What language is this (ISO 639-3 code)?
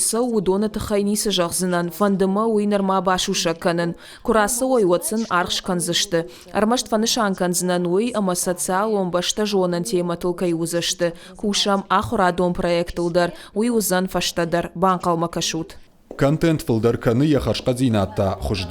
oss